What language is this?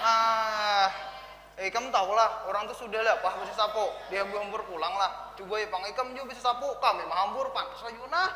Banjar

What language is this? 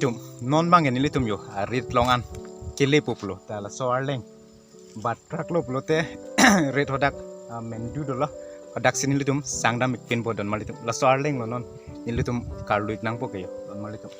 Karbi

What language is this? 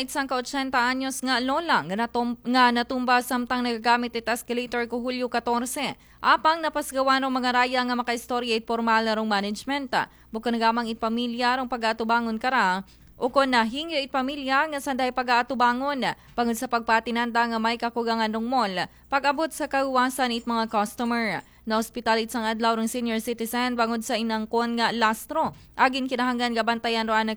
Aklanon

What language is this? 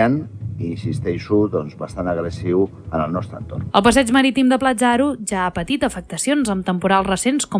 Catalan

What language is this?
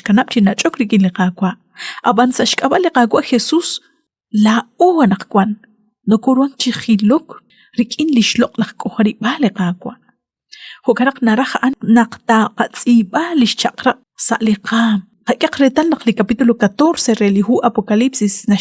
Kekchí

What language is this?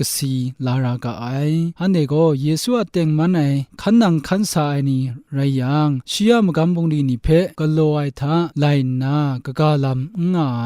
Kachin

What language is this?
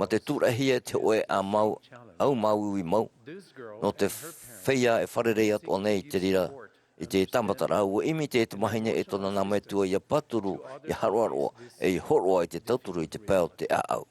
Tahitian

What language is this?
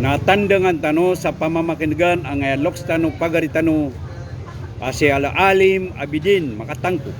Maranao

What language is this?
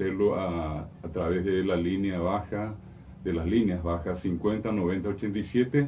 Guarani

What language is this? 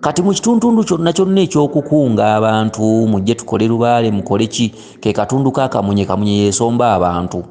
Ganda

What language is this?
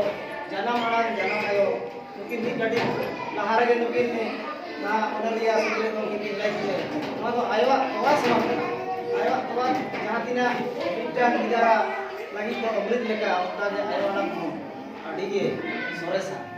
Santali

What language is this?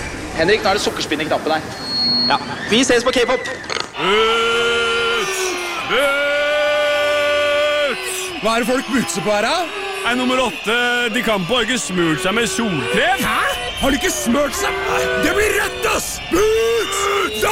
Norwegian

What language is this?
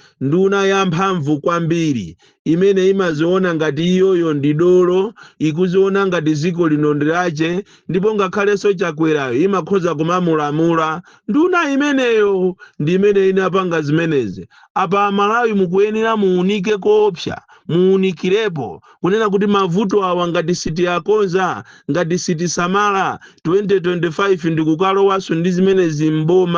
Nyanja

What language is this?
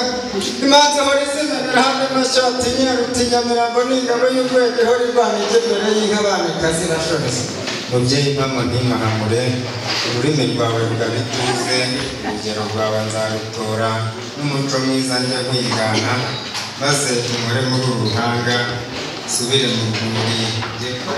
Kinyarwanda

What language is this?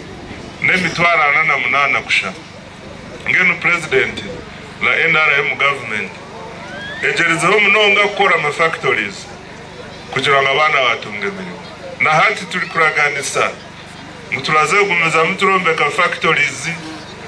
Nyankole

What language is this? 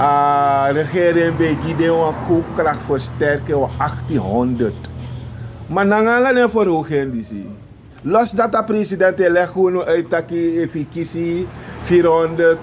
Sranan Tongo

